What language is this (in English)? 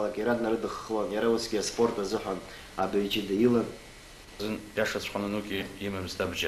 Abkhazian